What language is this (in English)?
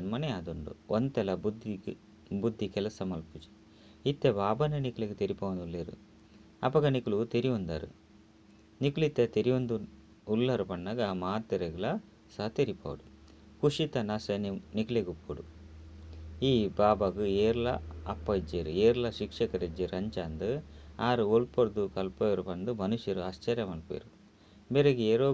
Tulu